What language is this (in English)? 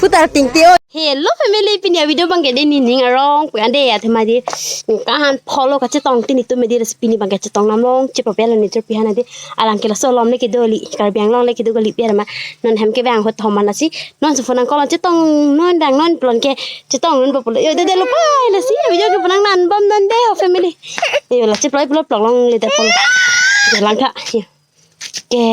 Karbi